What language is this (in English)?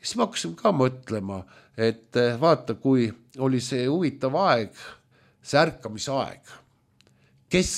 Estonian